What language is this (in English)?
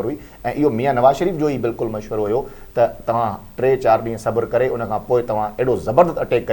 Sindhi